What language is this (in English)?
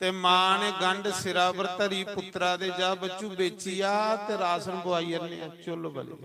Dogri